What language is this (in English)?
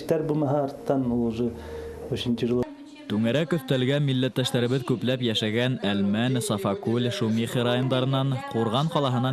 Bashkir